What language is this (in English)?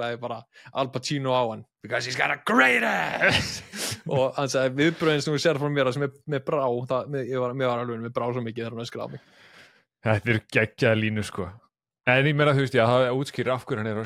Icelandic